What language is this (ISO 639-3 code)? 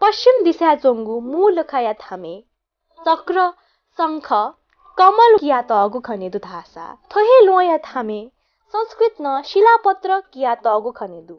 new